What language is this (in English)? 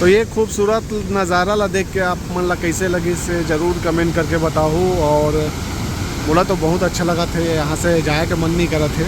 Chhattisgarhi